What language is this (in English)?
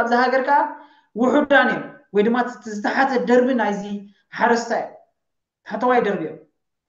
Tigrinya